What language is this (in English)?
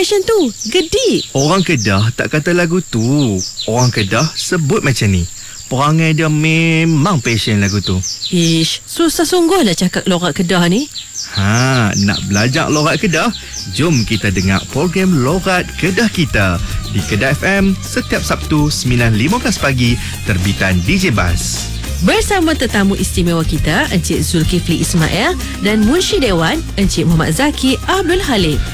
Malay